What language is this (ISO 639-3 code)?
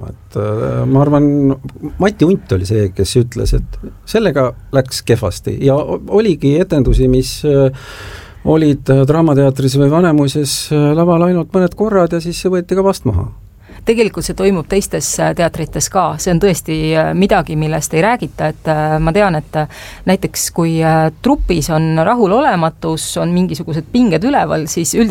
est